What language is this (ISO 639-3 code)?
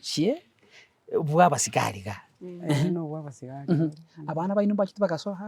guz